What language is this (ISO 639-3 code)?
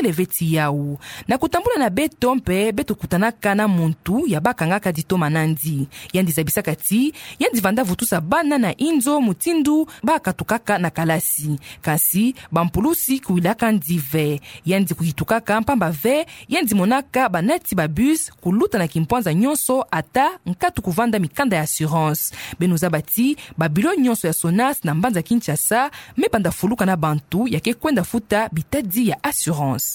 ktu